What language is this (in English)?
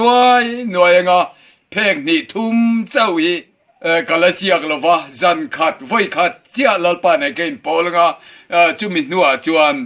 Mizo